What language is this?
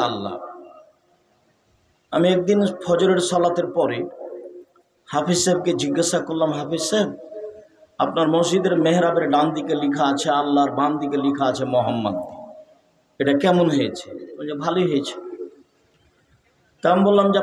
Bangla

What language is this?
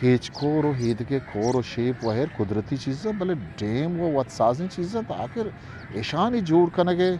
Eastern Balochi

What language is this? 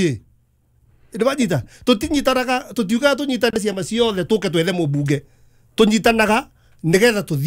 Kikuyu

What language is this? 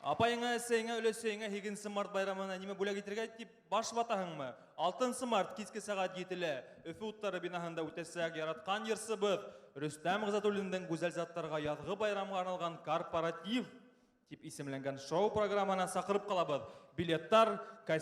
Bashkir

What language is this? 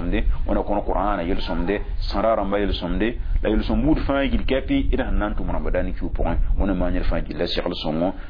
Mossi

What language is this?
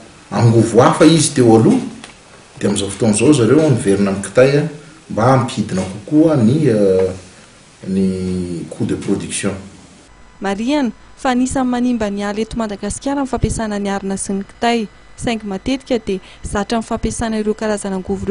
Malagasy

